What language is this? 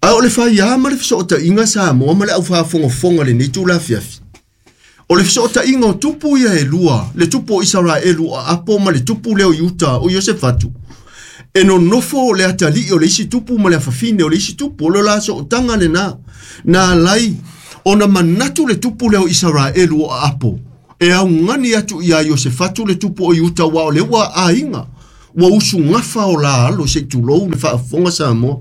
Samoan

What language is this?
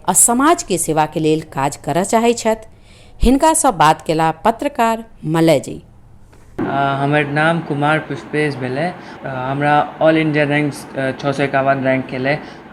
Maithili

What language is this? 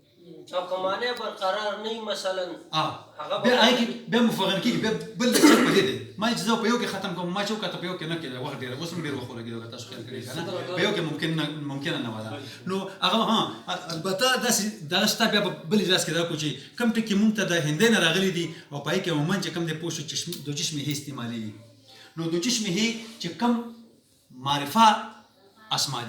Pashto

